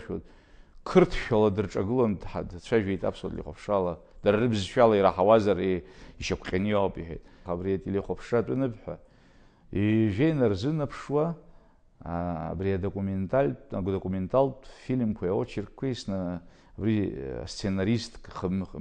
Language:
Abkhazian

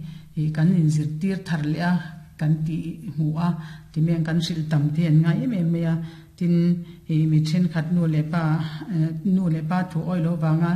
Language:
Mizo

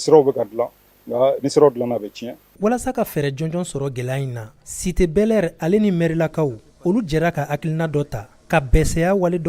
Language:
Bambara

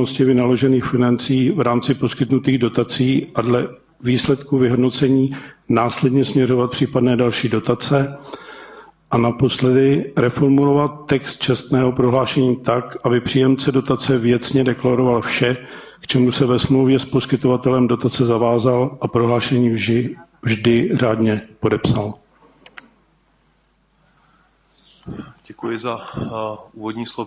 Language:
Czech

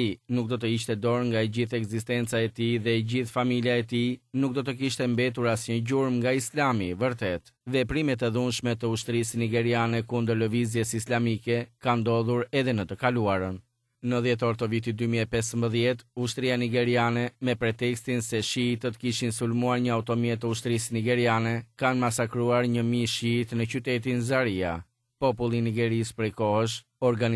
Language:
Albanian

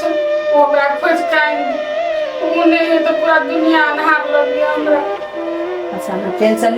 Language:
Maithili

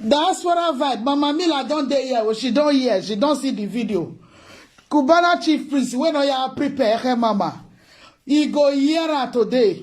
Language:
Nigerian Pidgin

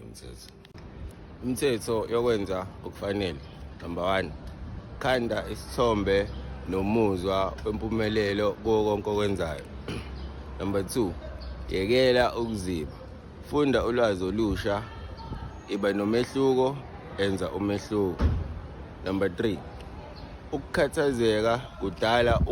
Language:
Zulu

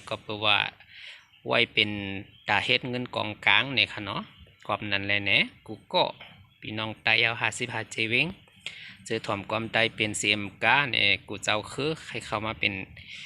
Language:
Shan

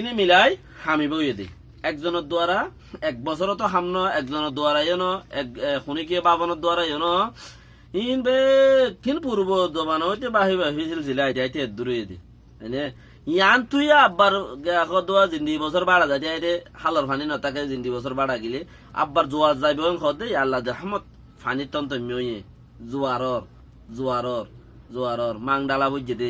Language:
Rohingya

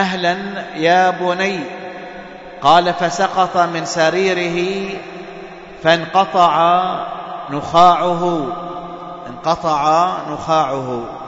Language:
Arabic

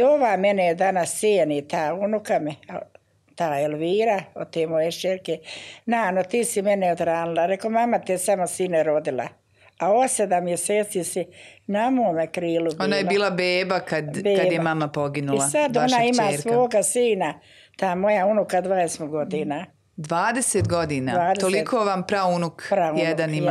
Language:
Bosnian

